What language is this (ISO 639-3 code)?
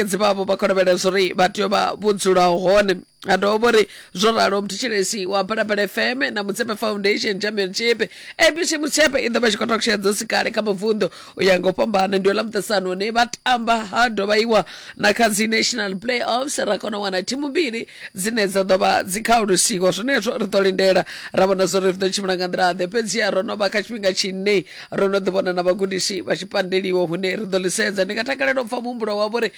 ven